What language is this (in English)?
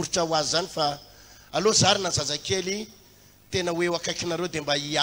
Malagasy